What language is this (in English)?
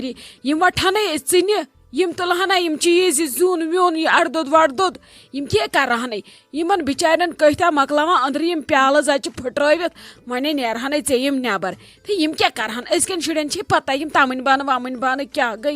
Kashmiri